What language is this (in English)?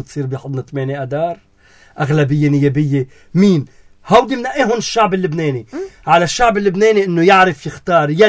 North Levantine Arabic